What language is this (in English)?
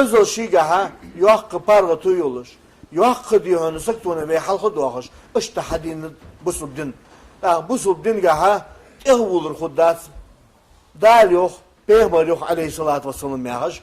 Ingush